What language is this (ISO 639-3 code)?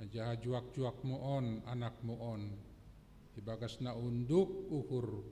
bts